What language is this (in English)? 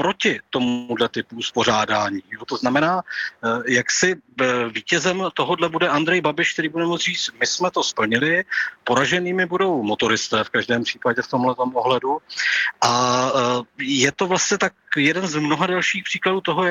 Czech